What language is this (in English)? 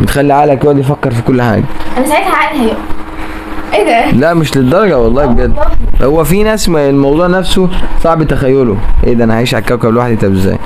Egyptian Arabic